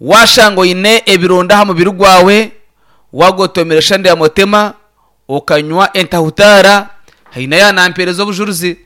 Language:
Nyankole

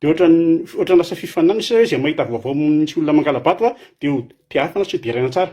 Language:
Malagasy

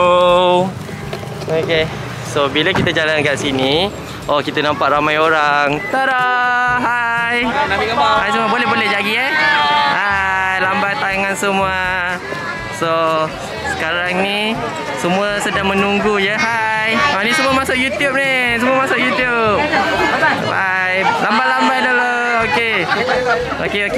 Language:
Malay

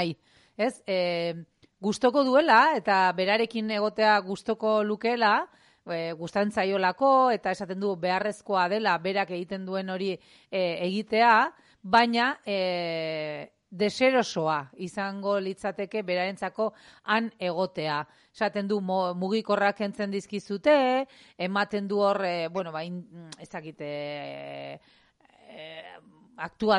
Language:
Basque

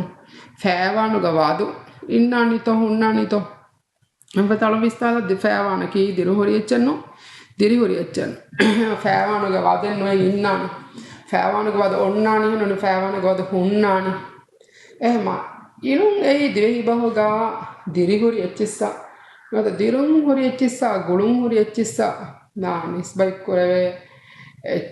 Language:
Divehi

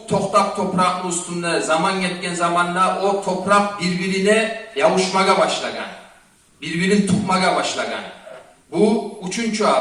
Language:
Kumyk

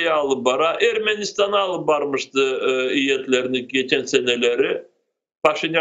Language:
Crimean Tatar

